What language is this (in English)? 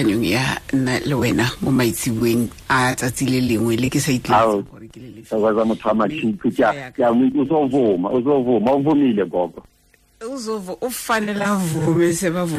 Tswana